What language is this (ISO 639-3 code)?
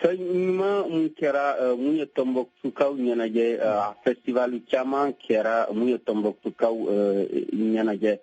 bam